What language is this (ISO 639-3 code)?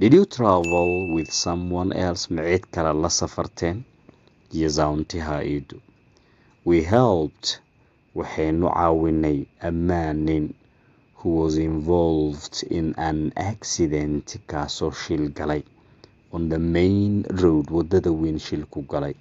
som